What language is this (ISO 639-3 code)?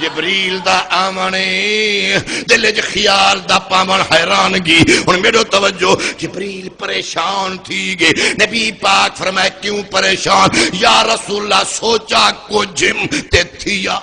skr